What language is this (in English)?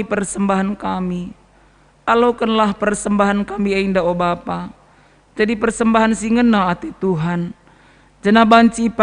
Batak Karo